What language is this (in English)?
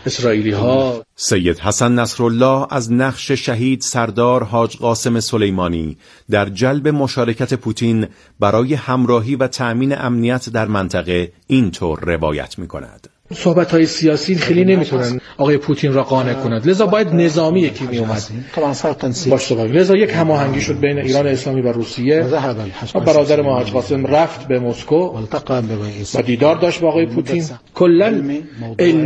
Persian